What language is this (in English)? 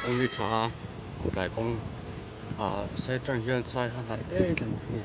Mizo